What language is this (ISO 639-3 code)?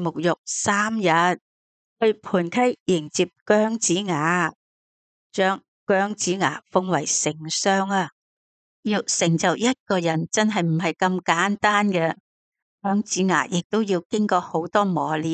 yue